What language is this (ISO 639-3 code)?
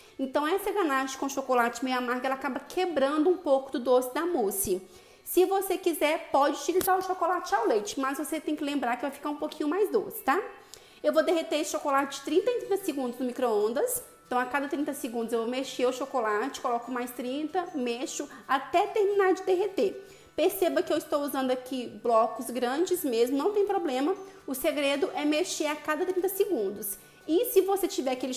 por